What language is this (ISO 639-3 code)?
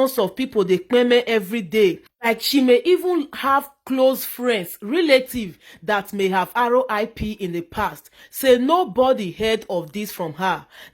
pcm